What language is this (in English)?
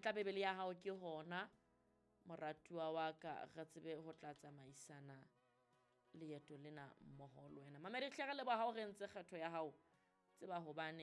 Southern Sotho